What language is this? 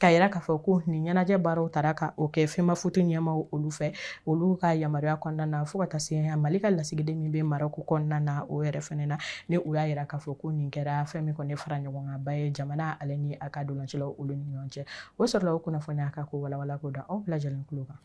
Bambara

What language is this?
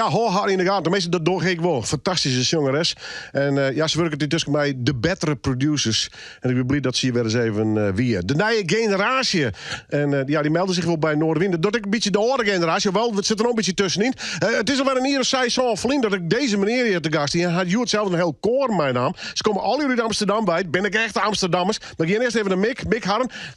Western Frisian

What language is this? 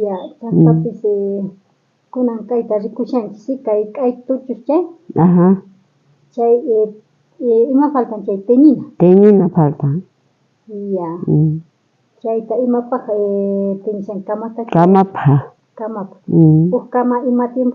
South Bolivian Quechua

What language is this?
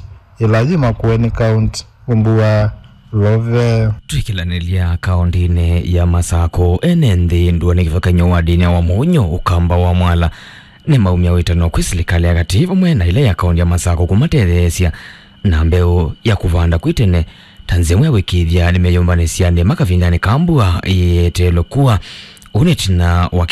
Kamba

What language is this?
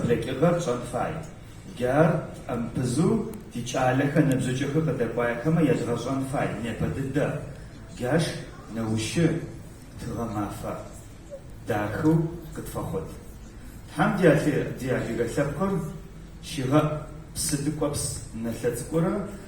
Adyghe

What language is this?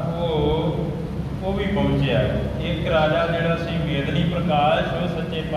Punjabi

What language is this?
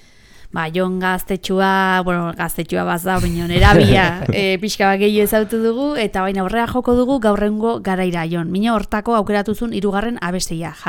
Basque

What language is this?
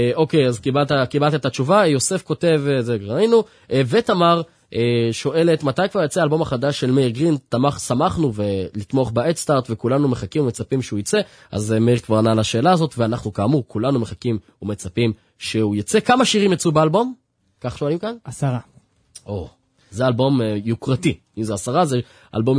Hebrew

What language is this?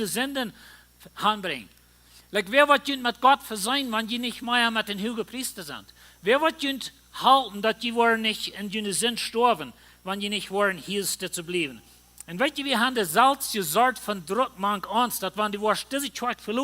Plautdietsch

